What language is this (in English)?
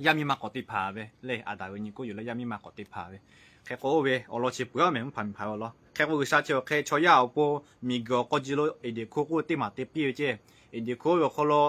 Lahu